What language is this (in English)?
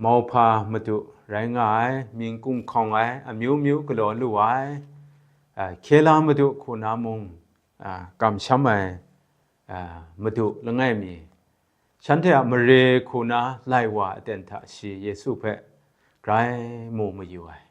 Kachin